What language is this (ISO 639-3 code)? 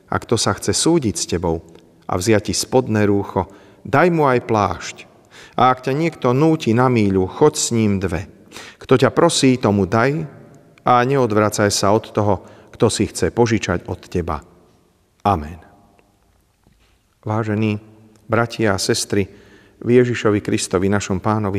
slk